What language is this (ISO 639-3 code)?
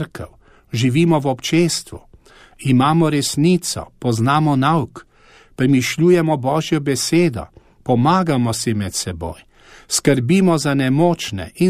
slv